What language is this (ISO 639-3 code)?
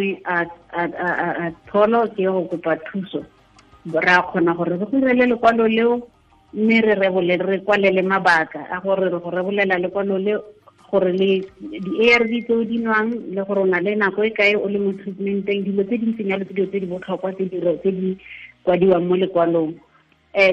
tsn